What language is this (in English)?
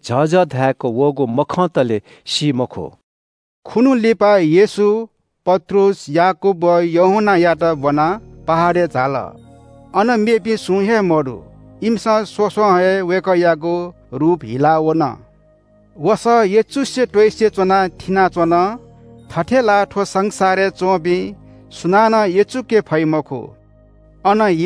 Newari